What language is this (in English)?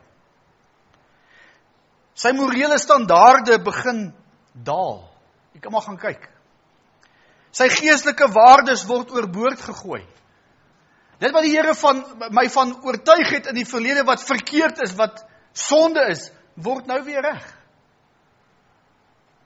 Afrikaans